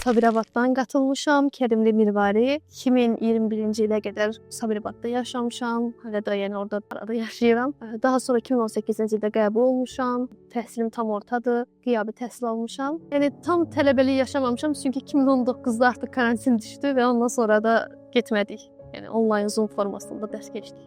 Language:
Azerbaijani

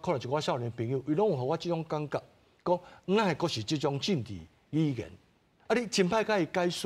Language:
Min Nan Chinese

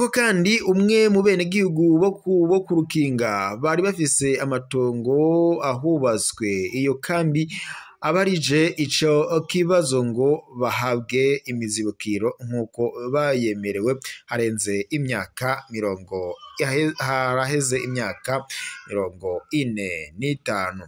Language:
Rundi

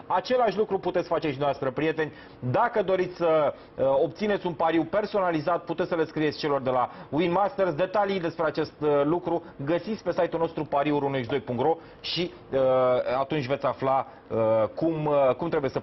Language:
Romanian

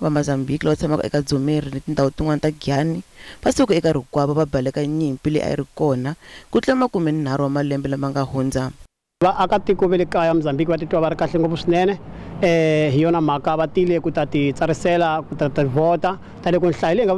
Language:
Tsonga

